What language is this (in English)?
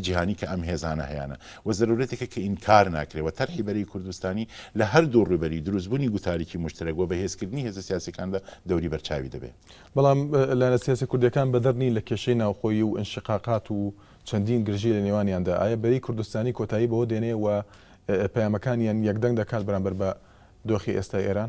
Central Kurdish